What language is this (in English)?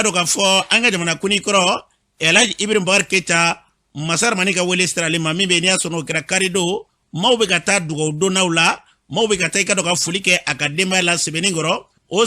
Bambara